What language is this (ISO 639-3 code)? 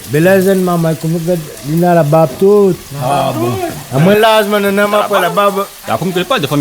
rcf